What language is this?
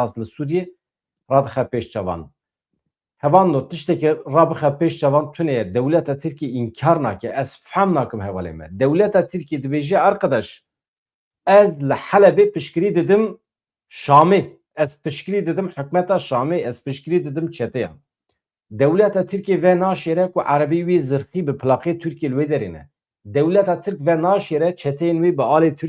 Kurdish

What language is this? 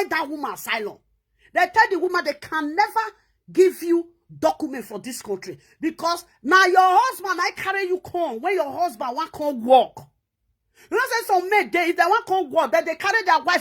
Nigerian Pidgin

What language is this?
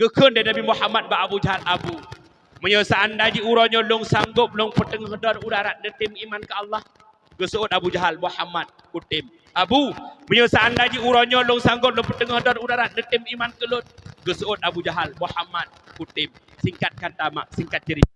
Achinese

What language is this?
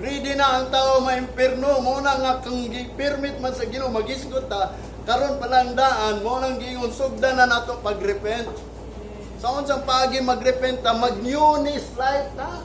Cebuano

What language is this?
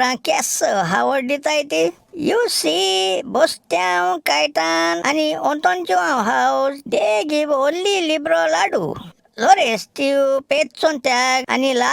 Konkani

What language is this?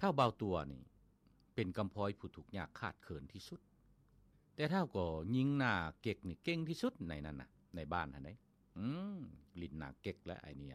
Lao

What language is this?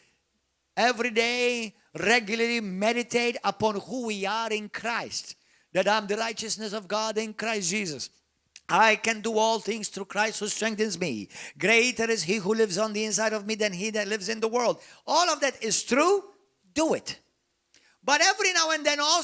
English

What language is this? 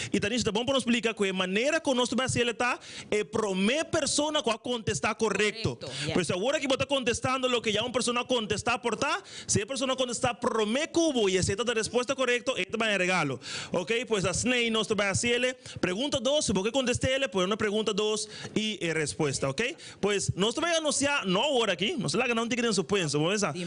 Papiamento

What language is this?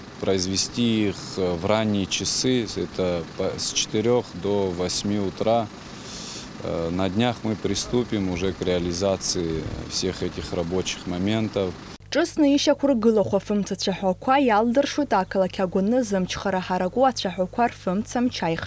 Abkhazian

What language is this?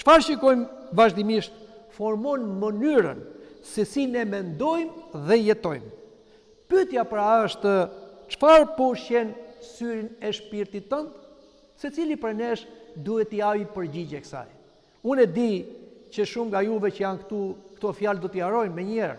Albanian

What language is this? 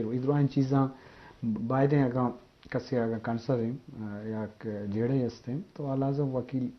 Eastern Balochi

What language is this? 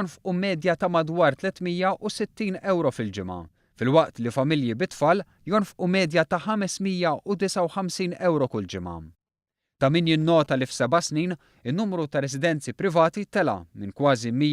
Maltese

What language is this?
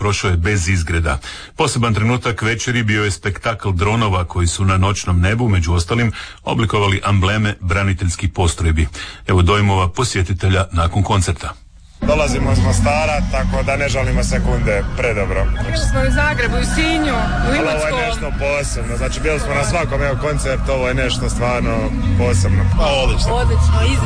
Croatian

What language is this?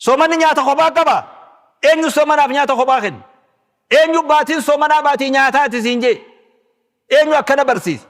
Oromo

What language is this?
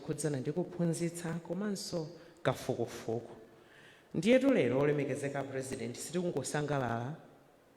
Nyanja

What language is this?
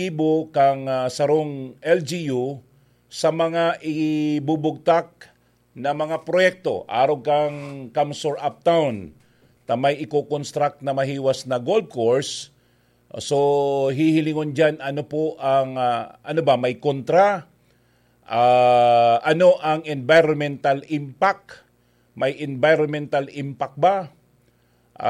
Bikol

